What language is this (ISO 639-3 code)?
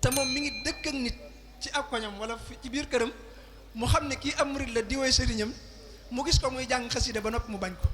wol